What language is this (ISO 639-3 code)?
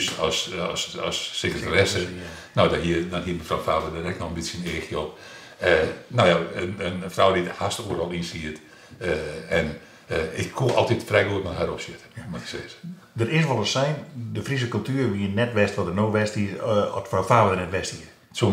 fry